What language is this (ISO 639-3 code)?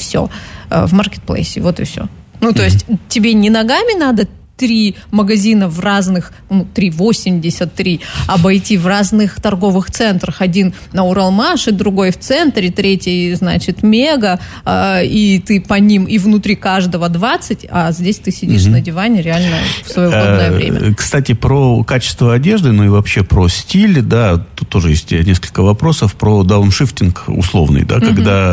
rus